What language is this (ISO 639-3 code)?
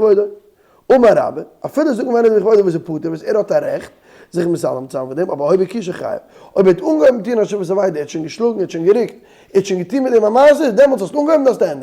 yid